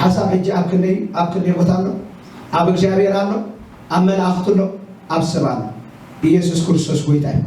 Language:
Tigrinya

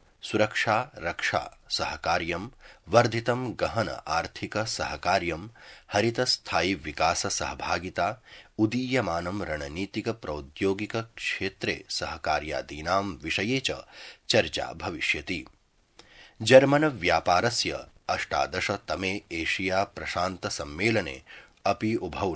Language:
Sanskrit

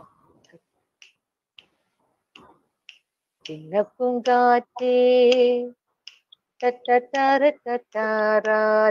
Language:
Malayalam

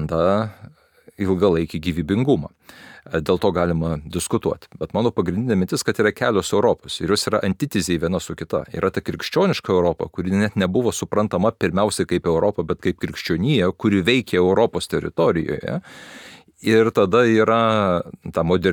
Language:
Lithuanian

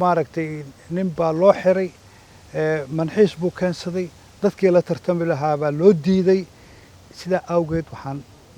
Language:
Somali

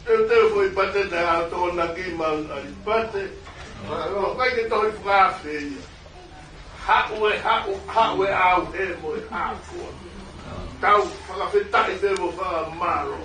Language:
Tongan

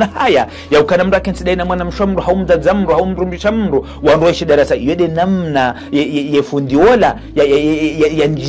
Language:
Ngazidja Comorian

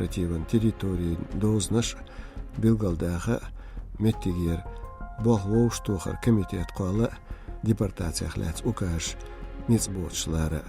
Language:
Chechen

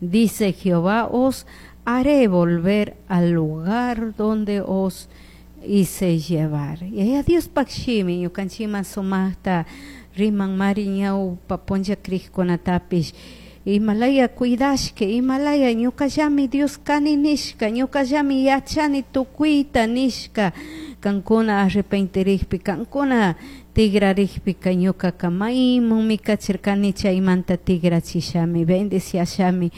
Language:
Chimborazo Highland Quichua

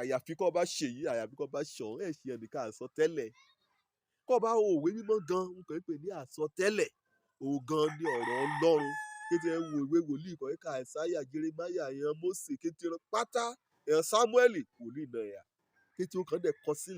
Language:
Yoruba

